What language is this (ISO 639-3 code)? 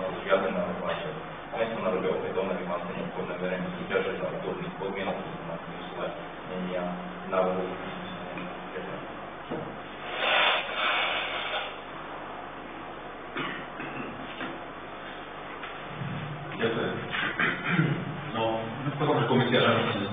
slk